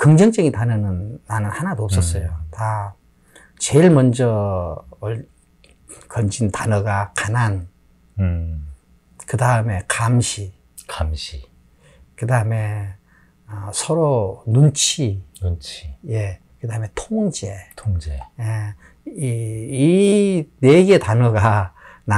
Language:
Korean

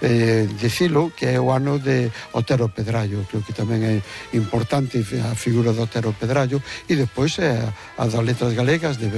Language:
Galician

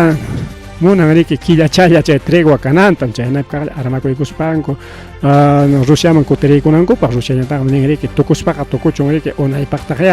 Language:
Ayacucho Quechua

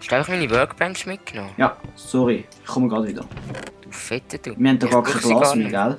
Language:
Swiss German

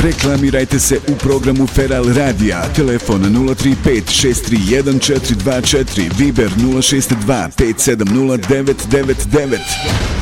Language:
Bosnian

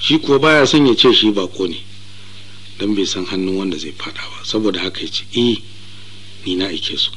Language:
Hausa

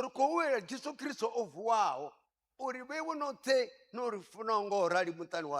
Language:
Venda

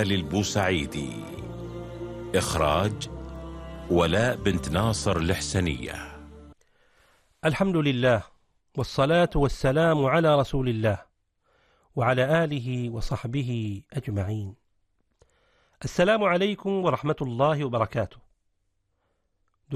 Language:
Arabic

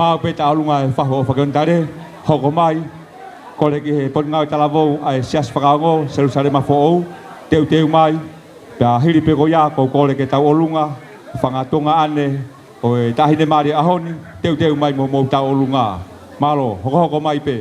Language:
Tongan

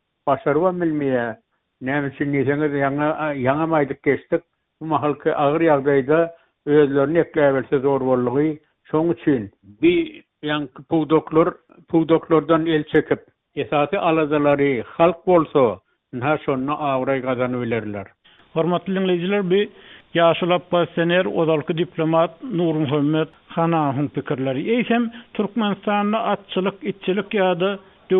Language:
Turkmen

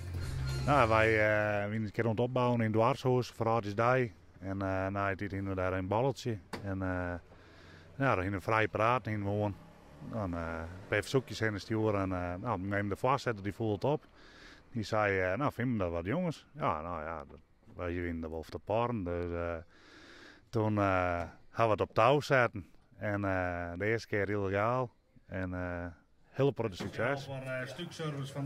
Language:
Western Frisian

